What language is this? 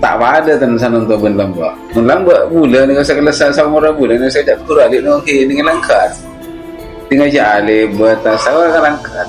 Madurese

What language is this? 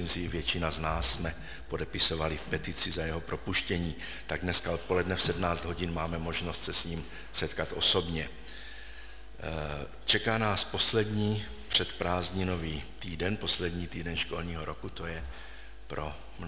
Czech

